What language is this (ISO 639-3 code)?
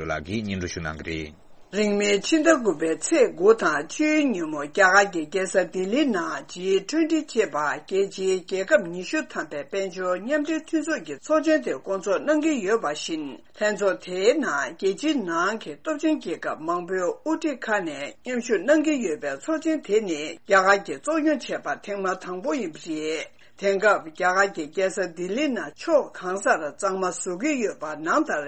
bod